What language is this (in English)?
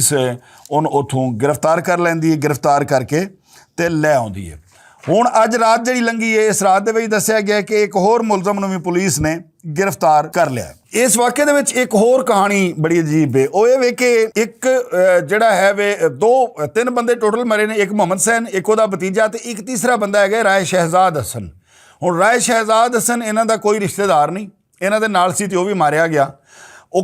Western Panjabi